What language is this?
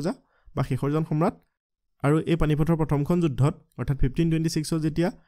Assamese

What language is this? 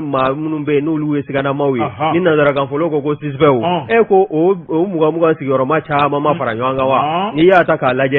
Bambara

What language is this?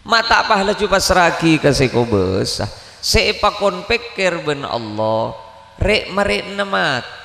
Madurese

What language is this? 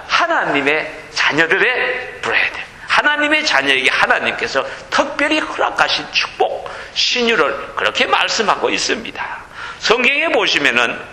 Korean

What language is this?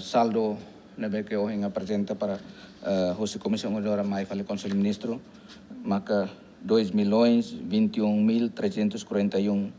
Tetum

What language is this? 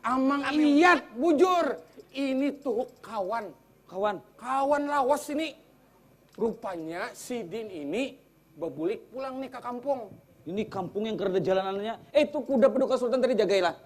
Banjar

